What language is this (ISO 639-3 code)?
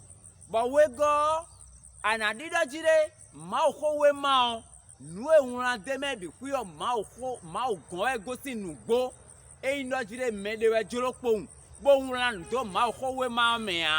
fon